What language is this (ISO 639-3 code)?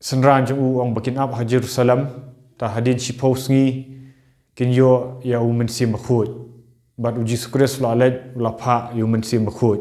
kha